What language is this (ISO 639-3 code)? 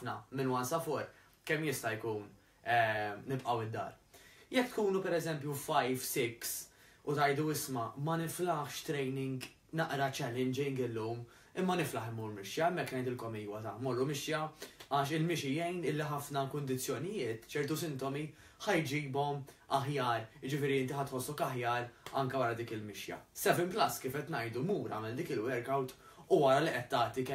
mlt